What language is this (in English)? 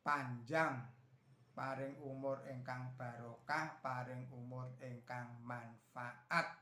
Javanese